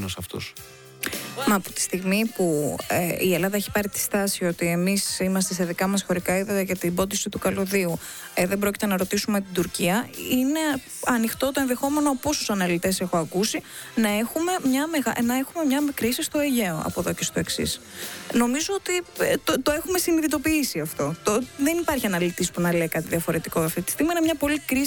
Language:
Greek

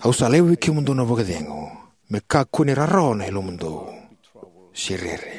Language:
Fijian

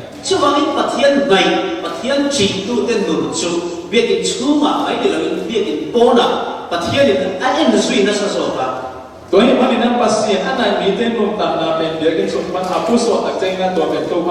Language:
Falam Chin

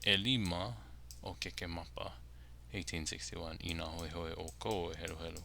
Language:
Hawaiian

